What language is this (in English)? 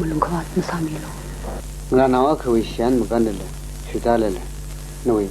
Tangkhul Naga (India)